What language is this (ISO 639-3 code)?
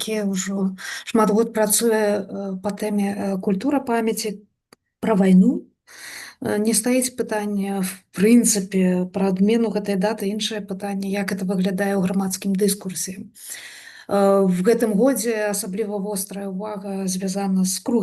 bel